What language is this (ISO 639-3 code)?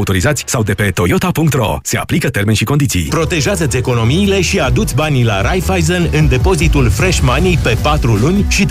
ron